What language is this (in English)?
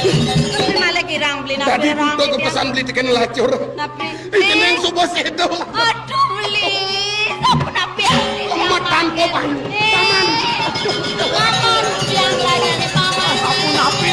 Balinese